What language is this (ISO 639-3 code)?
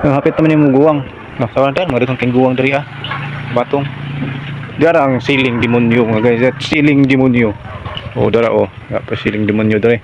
ceb